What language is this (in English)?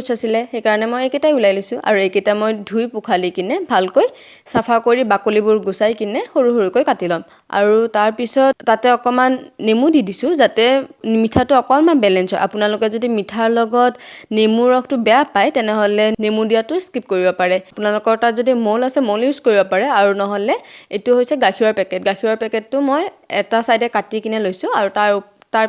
Assamese